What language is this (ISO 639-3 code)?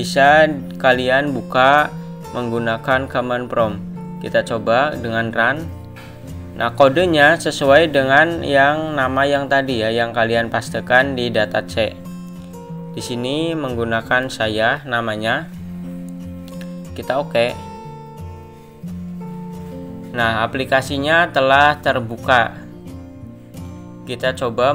ind